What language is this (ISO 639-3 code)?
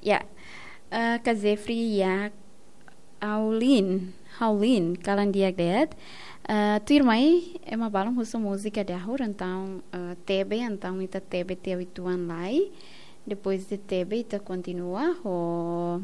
tet